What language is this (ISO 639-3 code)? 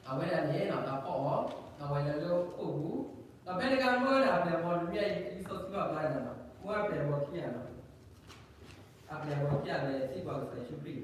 ksw